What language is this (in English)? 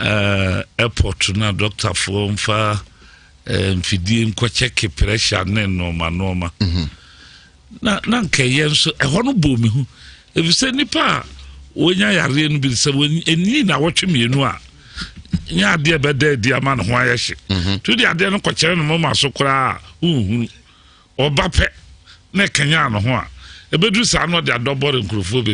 Akan